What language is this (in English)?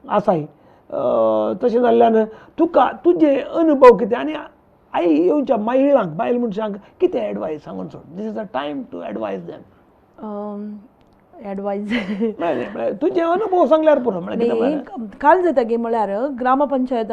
Konkani